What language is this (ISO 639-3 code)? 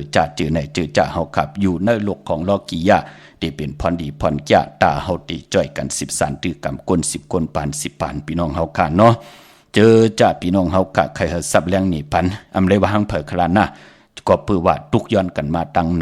shn